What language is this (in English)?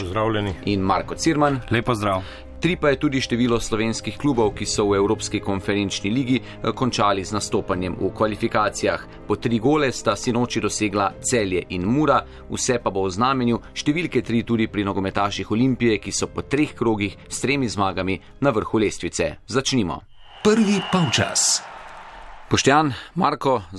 Slovenian